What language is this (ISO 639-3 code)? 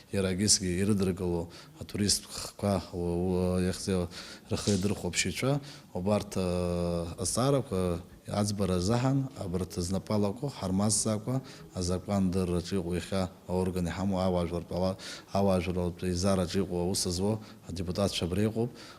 abk